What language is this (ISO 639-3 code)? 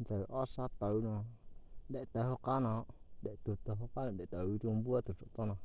hmn